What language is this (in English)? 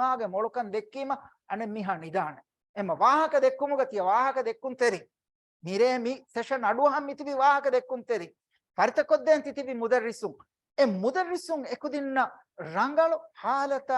Divehi